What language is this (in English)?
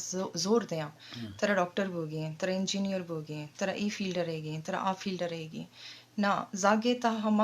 Eastern Balochi